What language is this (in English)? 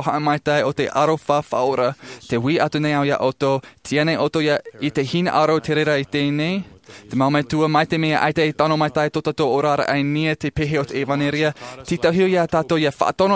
Tahitian